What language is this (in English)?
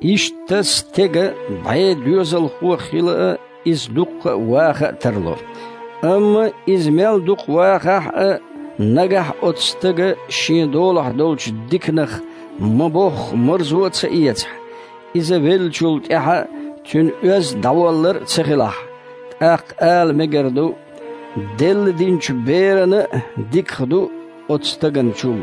Chechen